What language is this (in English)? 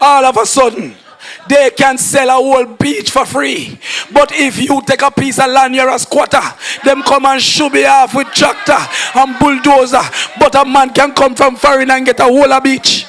Jamaican Creole English